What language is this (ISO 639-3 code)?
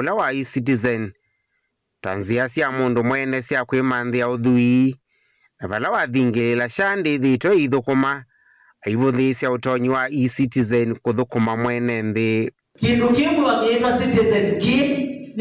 kam